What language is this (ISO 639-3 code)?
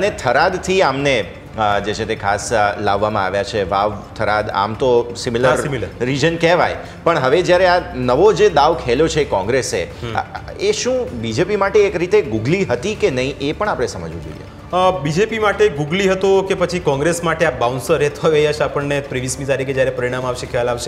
guj